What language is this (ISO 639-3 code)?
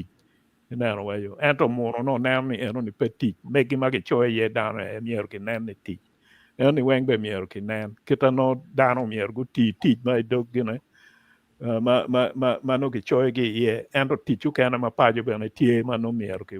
ach